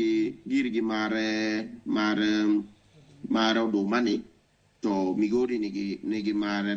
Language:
Luo (Kenya and Tanzania)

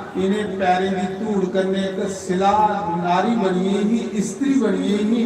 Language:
Dogri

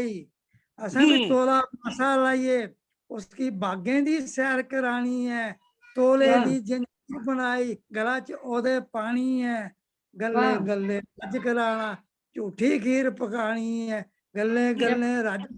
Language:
Dogri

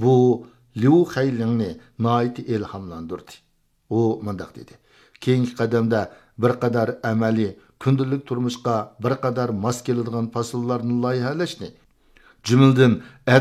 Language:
Uyghur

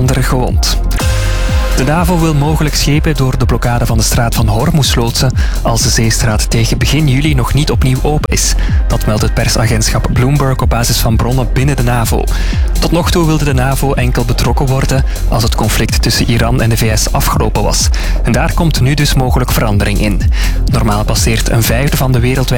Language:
Dutch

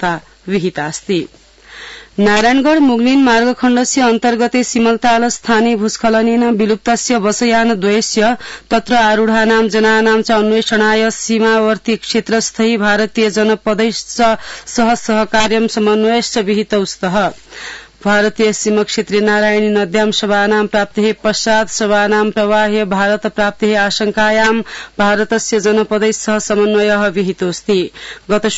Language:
Sanskrit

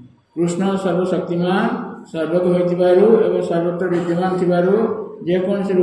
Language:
Odia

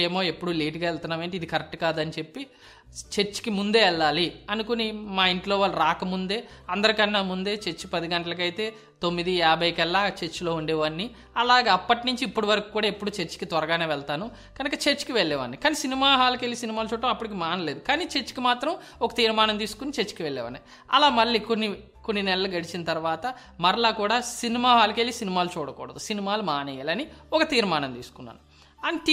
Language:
Telugu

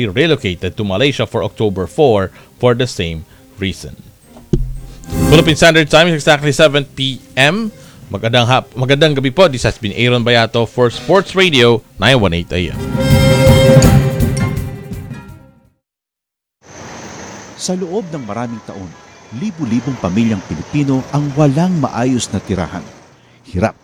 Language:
Filipino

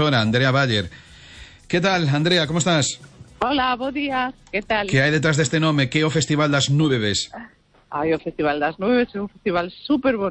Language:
Galician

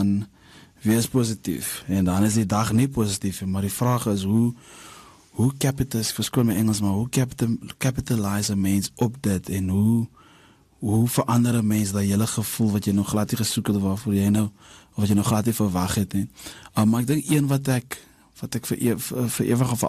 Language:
Afrikaans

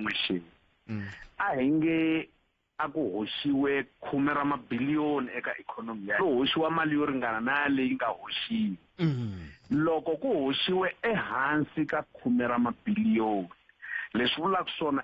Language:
Tsonga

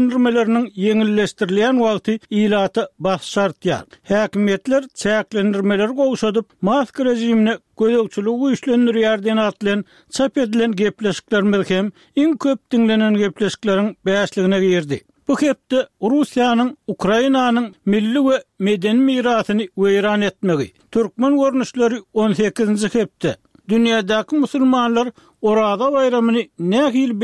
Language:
Turkmen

